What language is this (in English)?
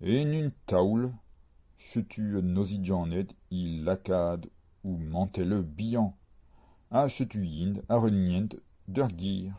Breton